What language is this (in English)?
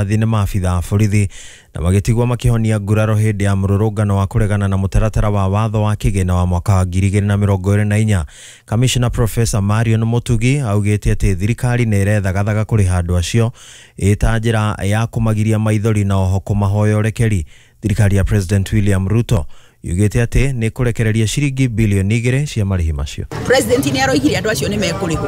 Kikuyu